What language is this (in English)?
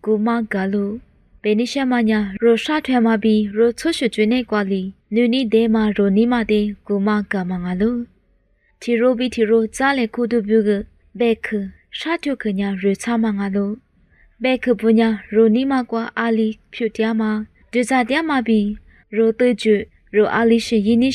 Lisu